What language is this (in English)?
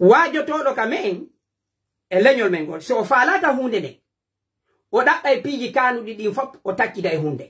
Pular